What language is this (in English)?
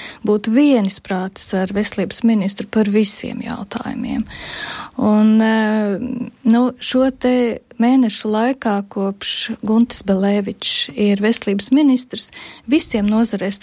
Latvian